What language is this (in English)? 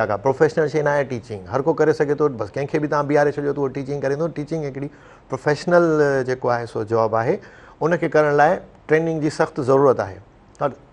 Sindhi